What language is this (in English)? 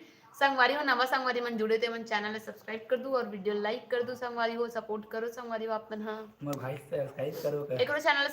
Chhattisgarhi